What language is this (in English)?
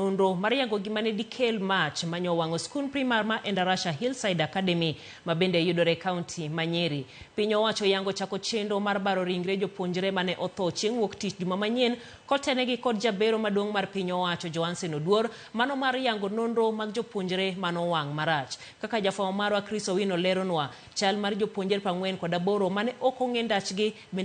Luo (Kenya and Tanzania)